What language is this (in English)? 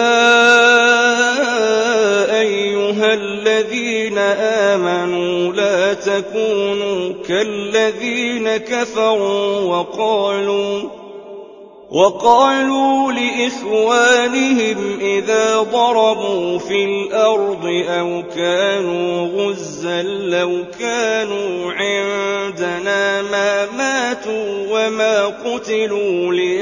Arabic